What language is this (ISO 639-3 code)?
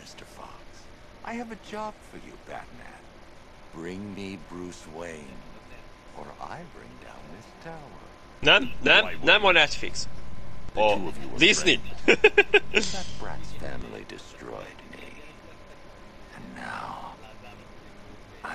hun